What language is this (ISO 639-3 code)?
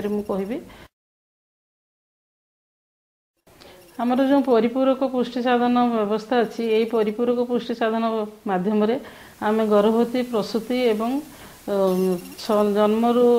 ori